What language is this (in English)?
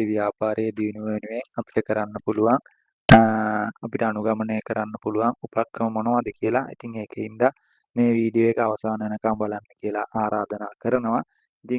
Sinhala